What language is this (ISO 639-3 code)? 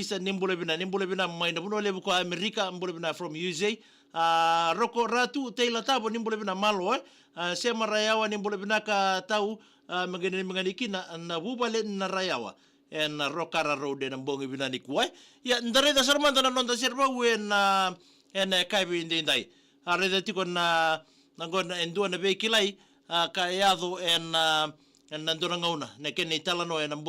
fij